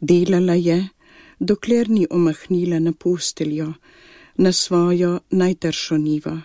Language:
Slovenian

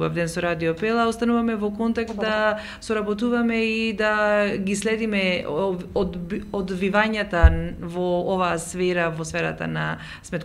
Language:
Macedonian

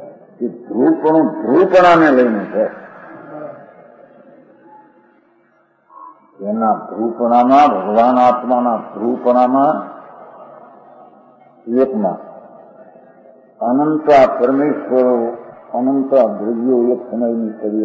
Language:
Gujarati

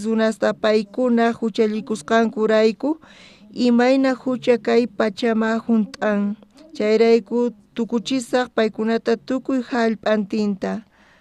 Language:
South Bolivian Quechua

